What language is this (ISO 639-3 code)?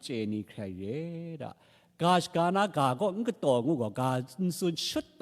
kac